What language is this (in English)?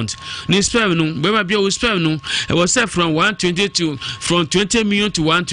Akan